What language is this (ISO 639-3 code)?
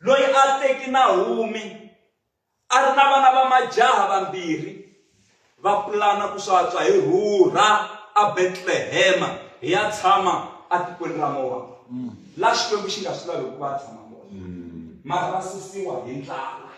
tso